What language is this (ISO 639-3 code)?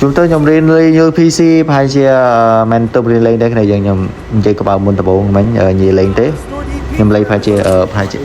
khm